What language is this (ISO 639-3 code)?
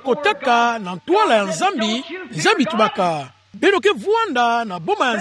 ktu